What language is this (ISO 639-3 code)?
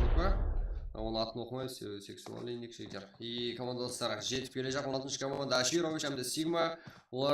kaa